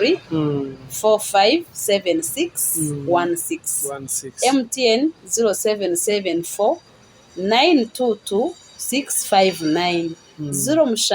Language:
Nyankole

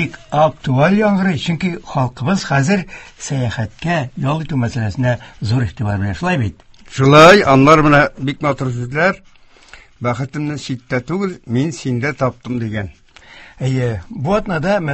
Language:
Tatar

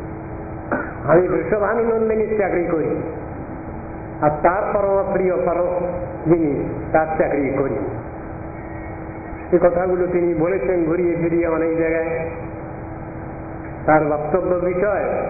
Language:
Bangla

